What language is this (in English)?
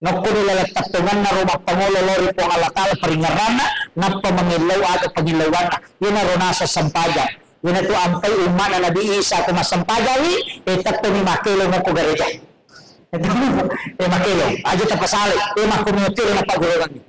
Buginese